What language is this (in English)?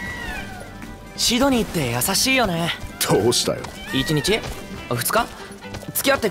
Japanese